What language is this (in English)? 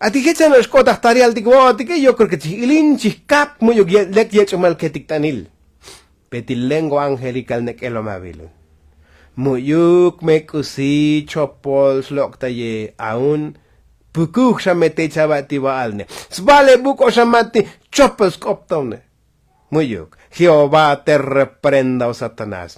Tzotzil